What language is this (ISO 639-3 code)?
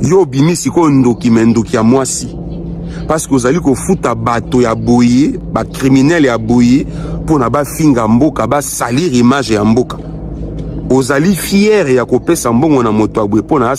lin